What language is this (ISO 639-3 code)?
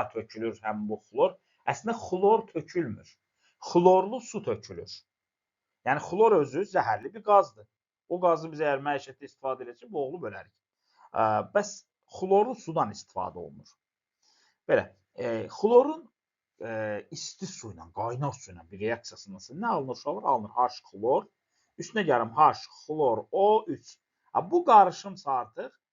aze